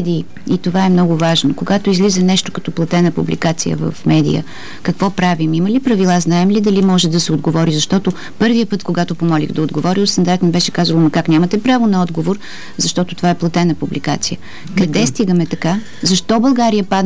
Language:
Bulgarian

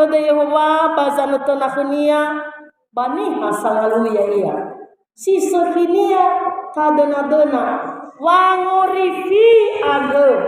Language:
Nias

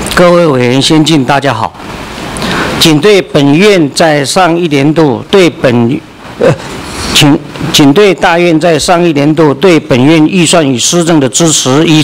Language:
Chinese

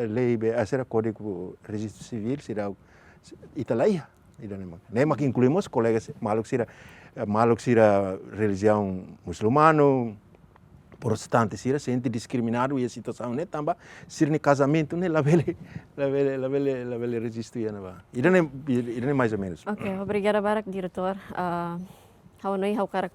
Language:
Tetum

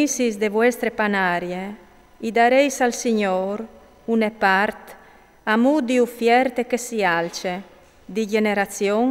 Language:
Friulian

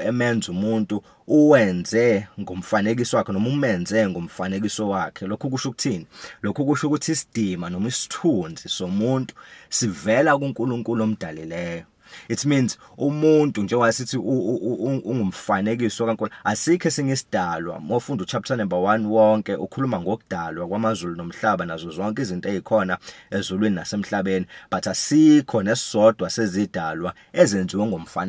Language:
Zulu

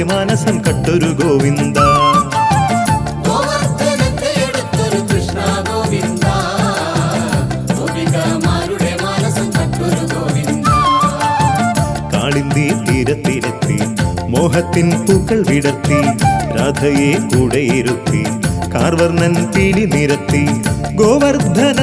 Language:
Malayalam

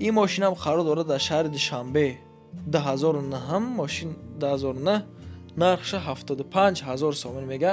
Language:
Tajik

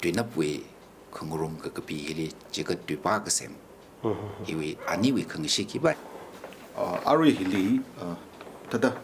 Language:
Tangkhul Naga (India)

